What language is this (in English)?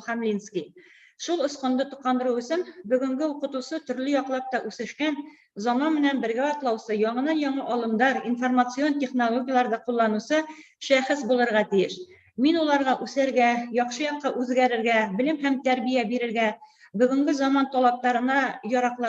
Bashkir